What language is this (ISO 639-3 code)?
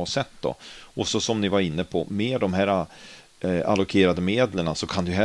swe